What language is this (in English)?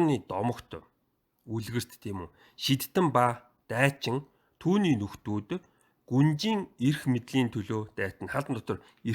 Mongolian